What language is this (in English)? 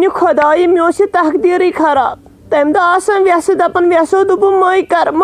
Kashmiri